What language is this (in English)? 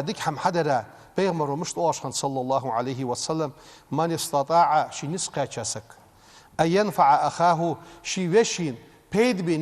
Ingush